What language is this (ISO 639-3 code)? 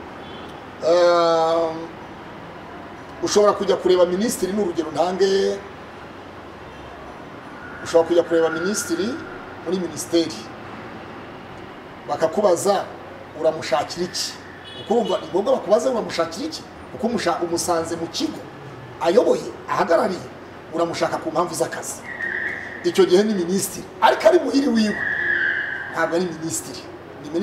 kin